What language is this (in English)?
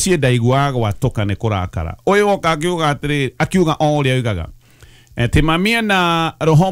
Kikuyu